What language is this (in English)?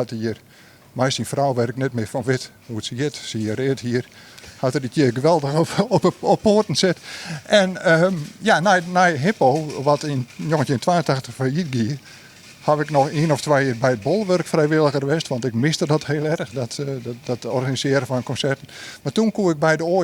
Western Frisian